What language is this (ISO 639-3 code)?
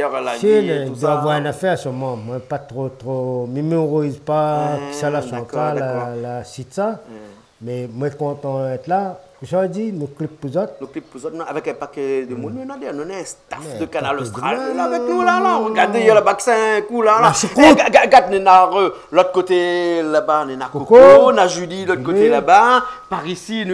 rcf